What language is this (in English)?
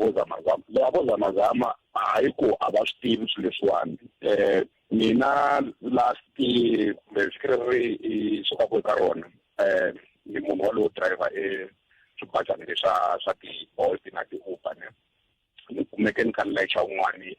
Tsonga